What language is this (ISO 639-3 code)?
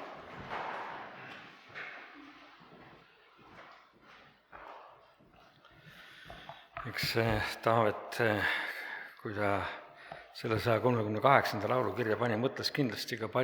est